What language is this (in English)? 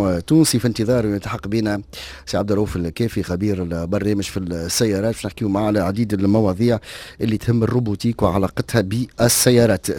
Tunisian Arabic